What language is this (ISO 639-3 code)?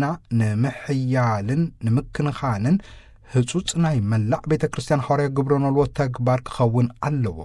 tir